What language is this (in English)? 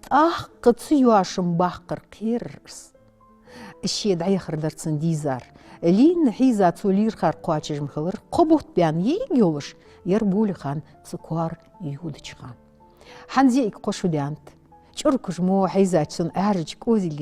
Ingush